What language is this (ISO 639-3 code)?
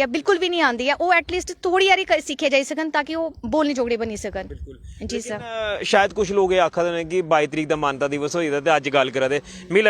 doi